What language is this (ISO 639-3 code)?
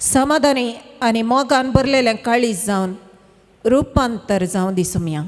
kok